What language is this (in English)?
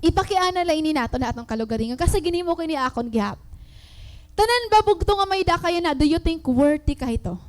Waray